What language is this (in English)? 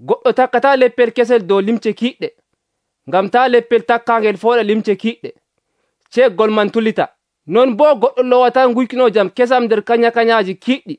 Nigerian Fulfulde